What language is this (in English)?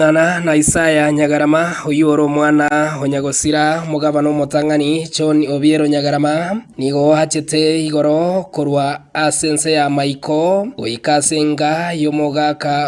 Gusii